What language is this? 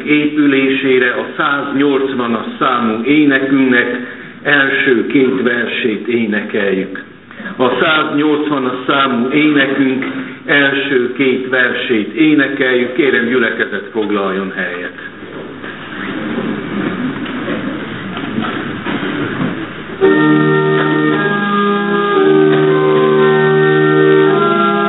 Hungarian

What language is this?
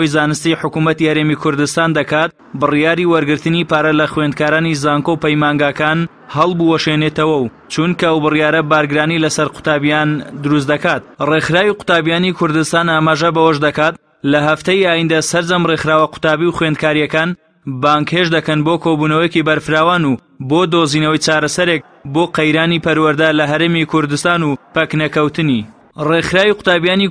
Central Kurdish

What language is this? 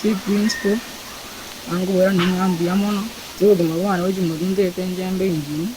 Gusii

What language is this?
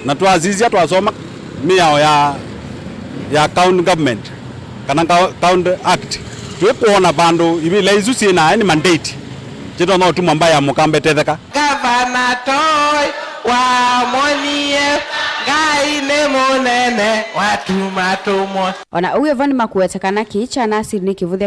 Kamba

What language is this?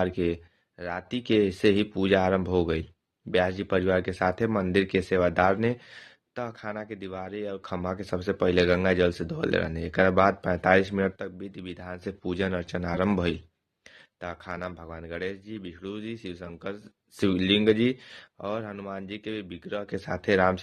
Bhojpuri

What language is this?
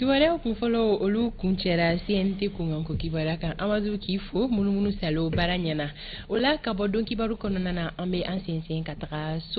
Bambara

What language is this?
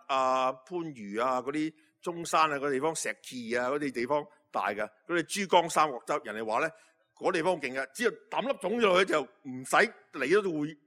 Cantonese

